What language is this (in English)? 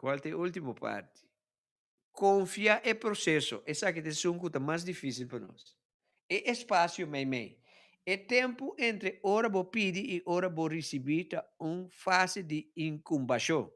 Papiamento